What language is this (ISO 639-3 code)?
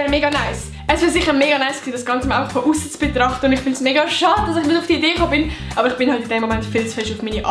gsw